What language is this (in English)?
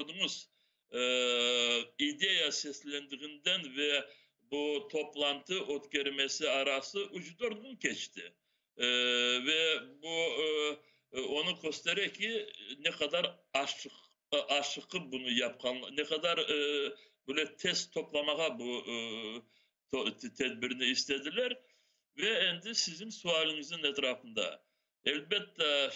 Crimean Tatar